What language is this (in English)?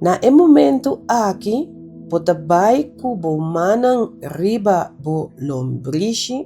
Papiamento